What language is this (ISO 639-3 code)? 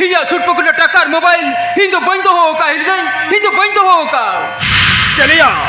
sat